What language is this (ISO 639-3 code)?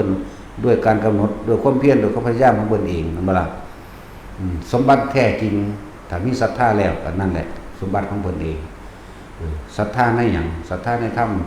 tts